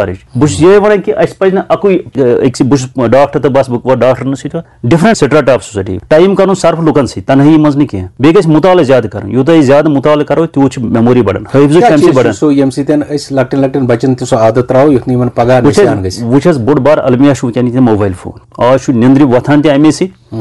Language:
Kashmiri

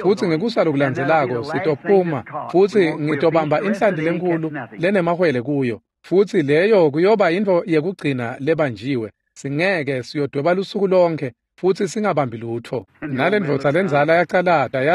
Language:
Swati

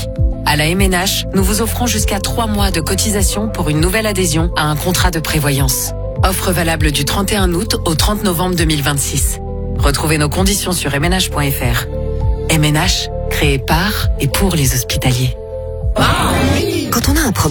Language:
French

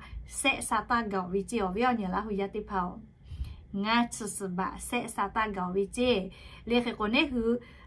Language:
Lahu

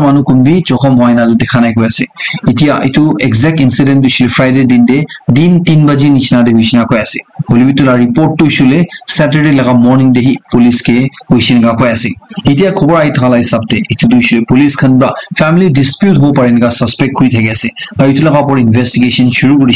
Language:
Naga Pidgin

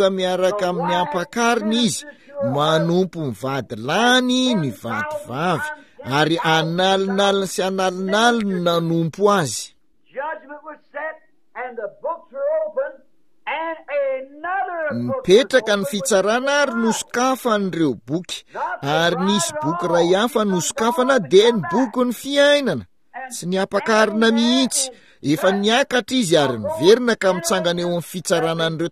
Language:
Malagasy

